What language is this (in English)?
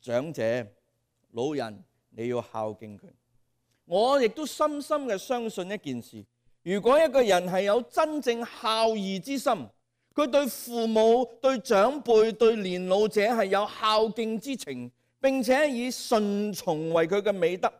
Cantonese